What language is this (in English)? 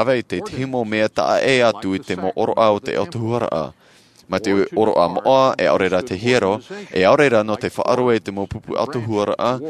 Tahitian